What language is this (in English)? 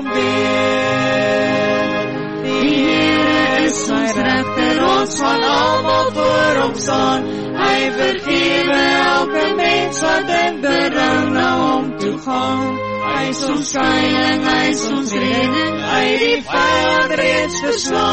Afrikaans